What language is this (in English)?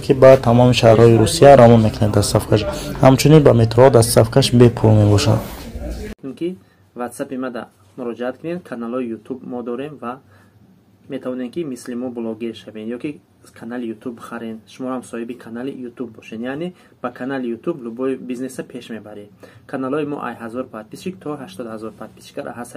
Tajik